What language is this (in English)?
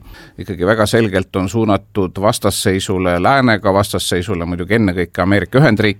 Estonian